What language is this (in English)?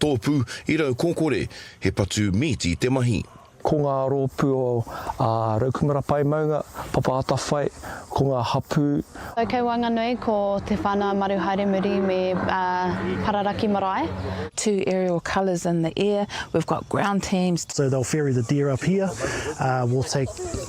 Māori